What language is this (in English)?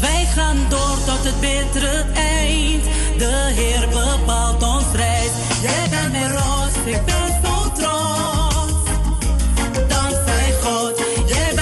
Dutch